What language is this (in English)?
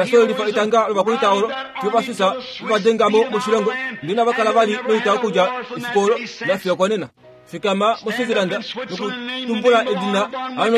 Kuanyama